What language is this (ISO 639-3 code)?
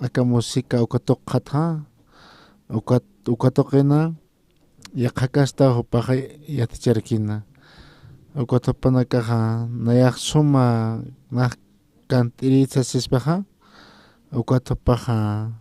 aym